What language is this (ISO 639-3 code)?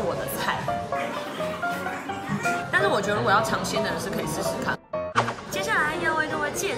zho